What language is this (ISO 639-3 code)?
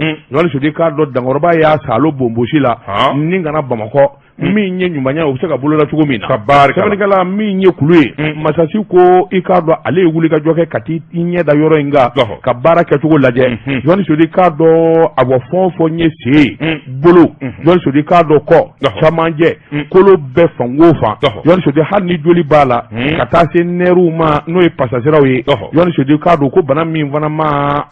bam